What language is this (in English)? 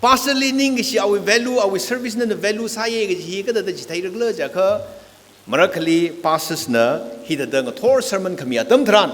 Tangkhul Naga (India)